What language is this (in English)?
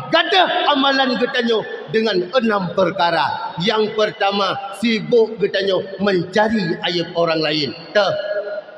Achinese